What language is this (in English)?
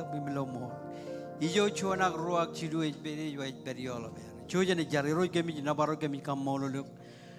Marshallese